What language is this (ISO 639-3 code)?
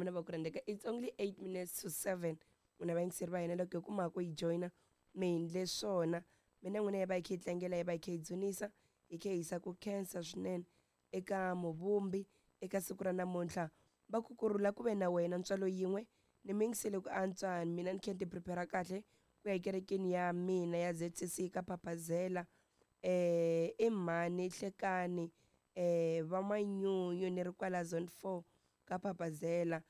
tso